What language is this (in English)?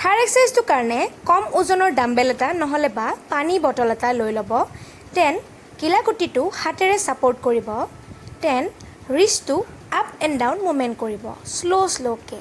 Assamese